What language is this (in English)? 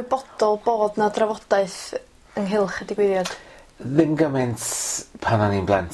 Welsh